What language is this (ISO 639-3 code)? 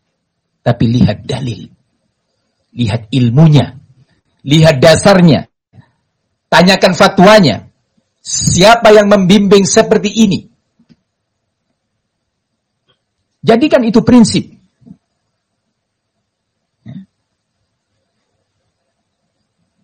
ind